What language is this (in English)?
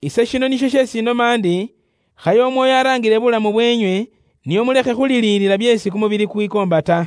Luyia